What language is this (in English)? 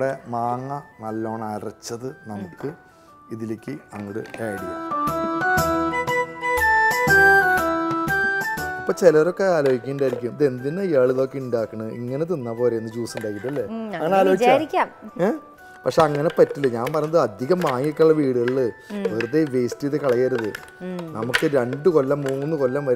Malayalam